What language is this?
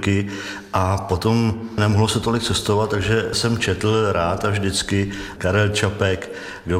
Czech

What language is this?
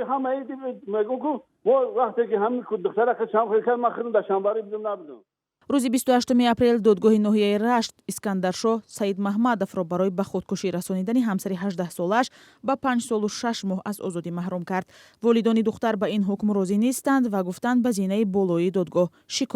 Tajik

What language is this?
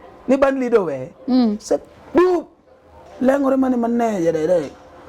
Luo (Kenya and Tanzania)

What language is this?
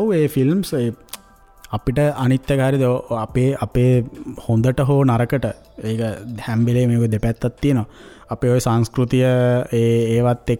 Sinhala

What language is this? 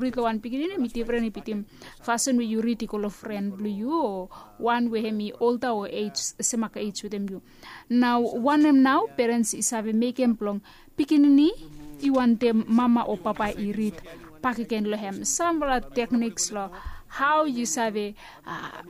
Bislama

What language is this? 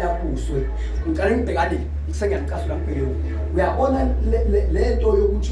Zulu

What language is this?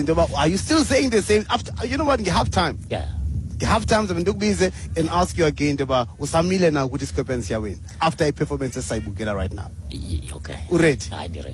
Xhosa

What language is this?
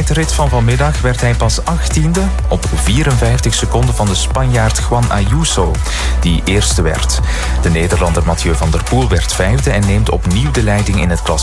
Dutch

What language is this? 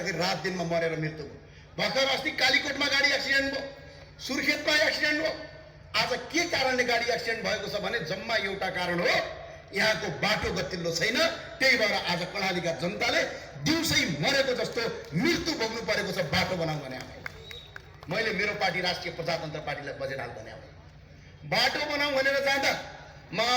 Nepali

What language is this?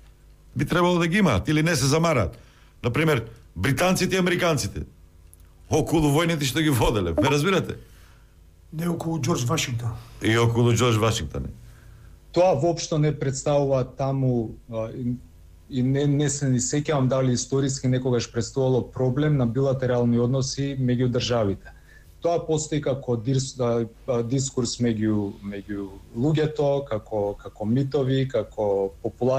Macedonian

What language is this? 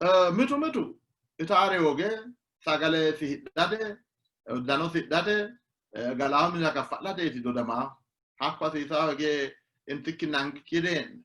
Sidamo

